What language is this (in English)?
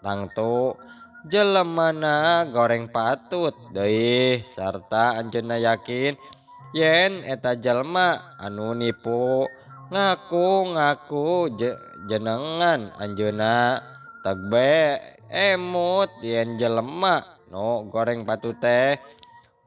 Sundanese